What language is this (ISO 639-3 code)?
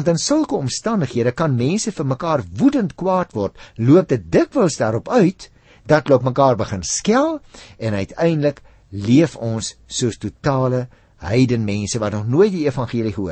afr